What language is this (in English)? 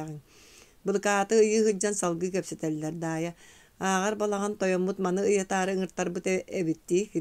Yakut